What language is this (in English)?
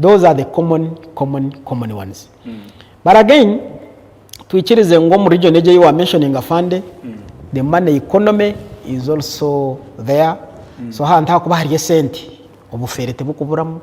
Nyankole